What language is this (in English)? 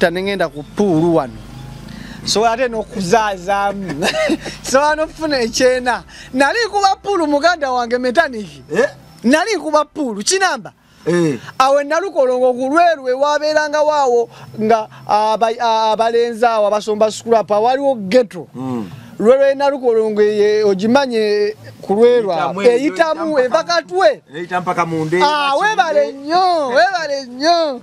Ganda